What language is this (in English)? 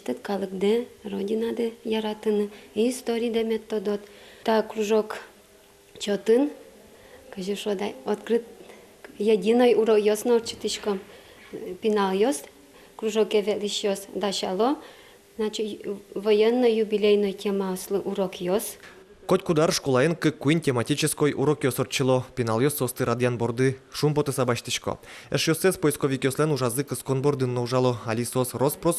Udmurt